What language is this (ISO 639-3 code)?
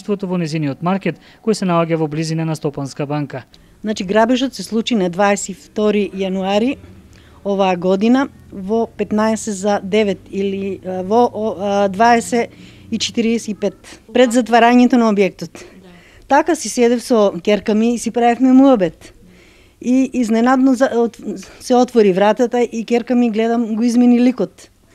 mkd